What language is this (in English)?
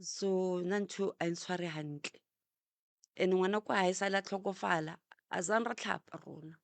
Northern Sotho